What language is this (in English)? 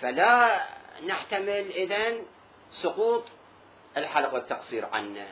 Mesopotamian Arabic